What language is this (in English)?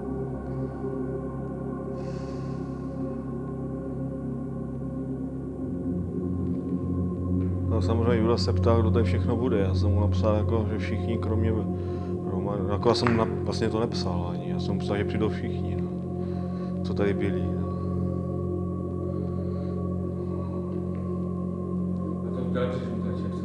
Czech